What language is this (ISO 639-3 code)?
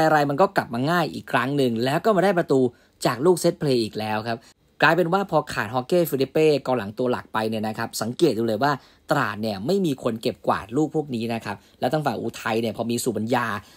tha